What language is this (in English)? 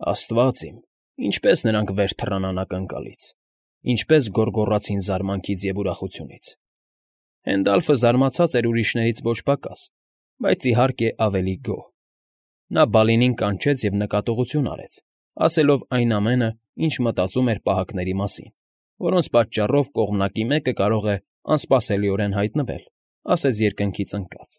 Armenian